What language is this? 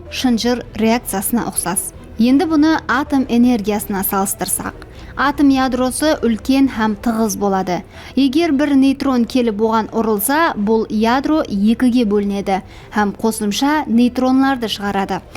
Kara-Kalpak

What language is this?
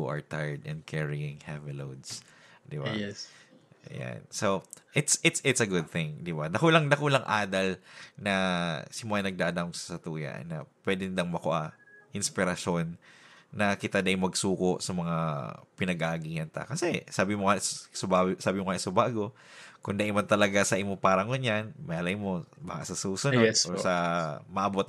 Bikol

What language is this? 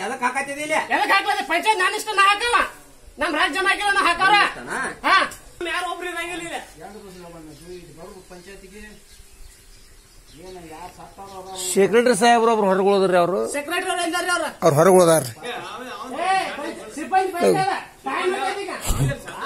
Kannada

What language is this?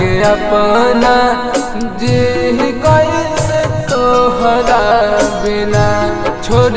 Bhojpuri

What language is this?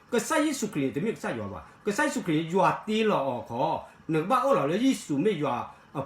S'gaw Karen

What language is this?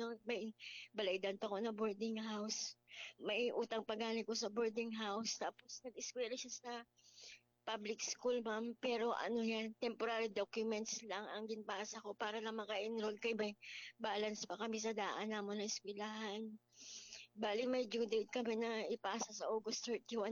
Hiligaynon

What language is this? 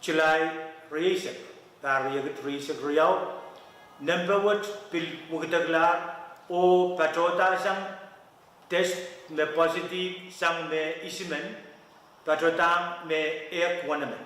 Pohnpeian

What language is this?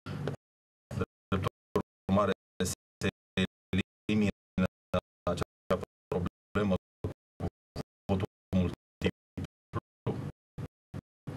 Romanian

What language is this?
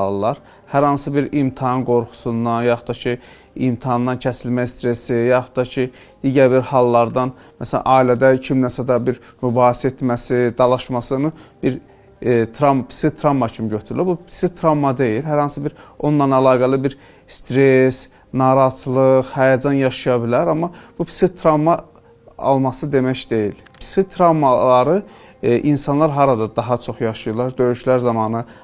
Azerbaijani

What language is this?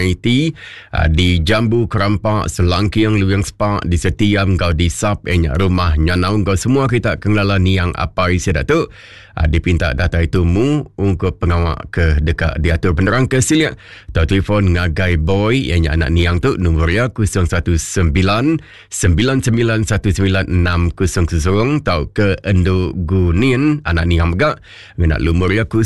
Iban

